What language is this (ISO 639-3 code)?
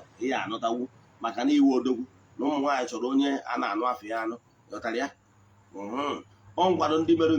ibo